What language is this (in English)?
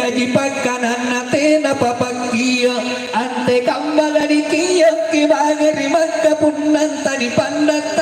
Makasar